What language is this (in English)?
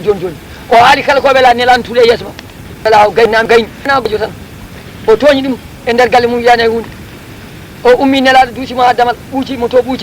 Fula